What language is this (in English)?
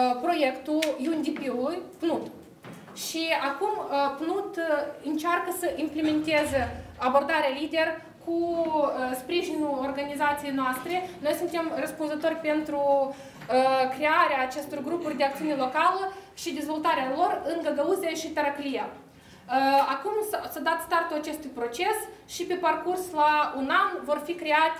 Romanian